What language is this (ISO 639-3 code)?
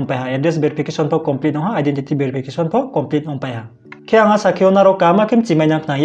ria